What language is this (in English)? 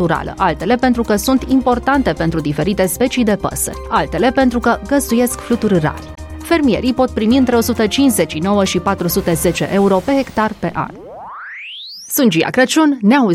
Romanian